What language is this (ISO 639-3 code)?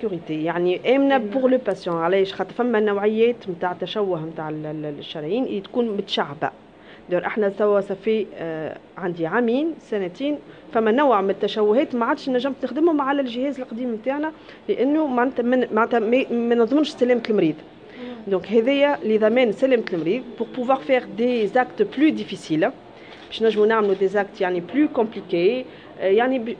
aeb